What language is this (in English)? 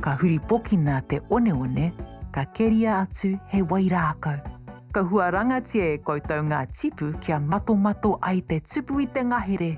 Māori